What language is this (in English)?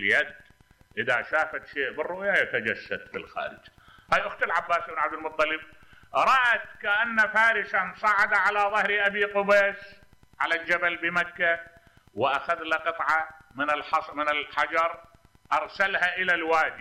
Mesopotamian Arabic